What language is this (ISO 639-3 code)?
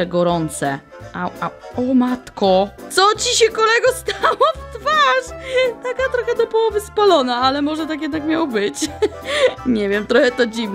pol